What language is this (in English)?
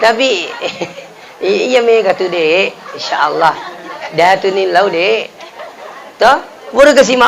Buginese